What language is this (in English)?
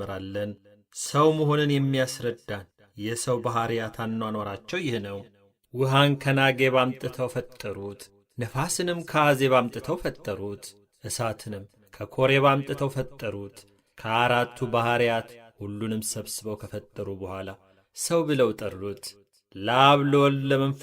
Amharic